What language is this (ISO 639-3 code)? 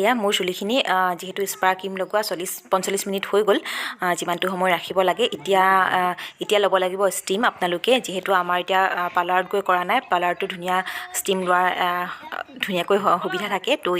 asm